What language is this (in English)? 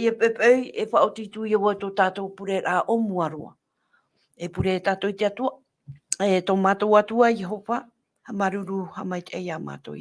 Tahitian